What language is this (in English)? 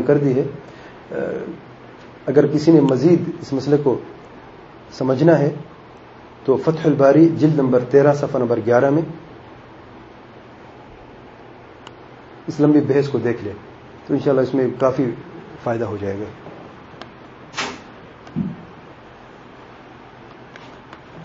Urdu